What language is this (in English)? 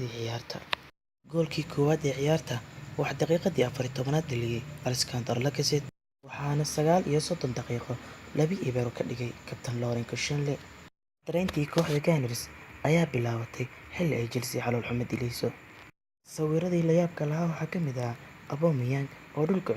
Somali